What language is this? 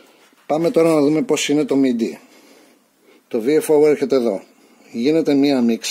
Greek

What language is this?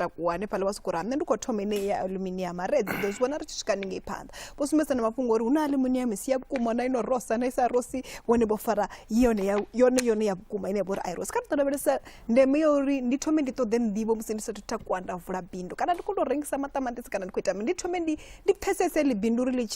Venda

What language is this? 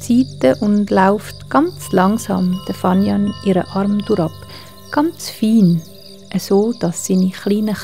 Swiss German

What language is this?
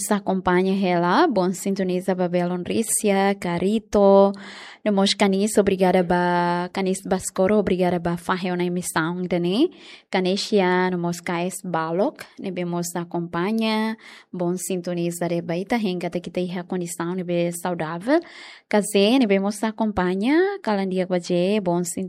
Tetum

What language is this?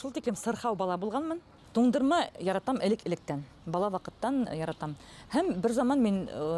Bashkir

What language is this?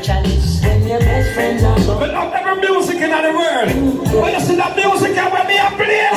Jamaican Creole English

